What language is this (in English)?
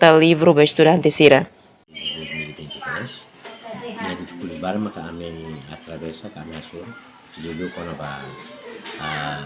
Tetum